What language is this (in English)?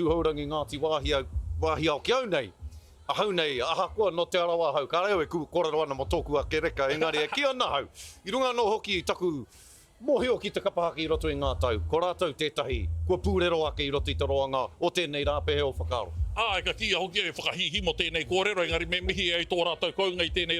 Māori